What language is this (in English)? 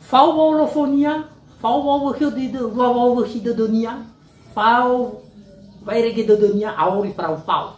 Nias